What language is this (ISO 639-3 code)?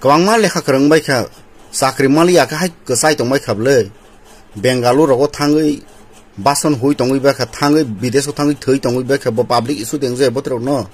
trp